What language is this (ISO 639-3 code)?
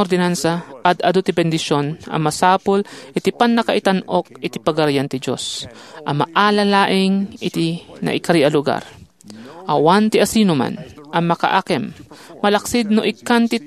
ilo